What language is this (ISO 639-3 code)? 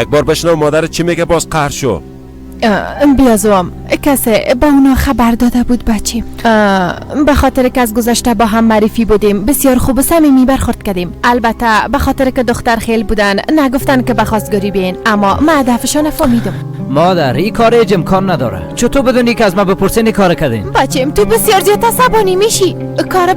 fas